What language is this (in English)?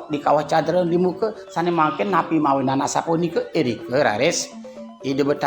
Balinese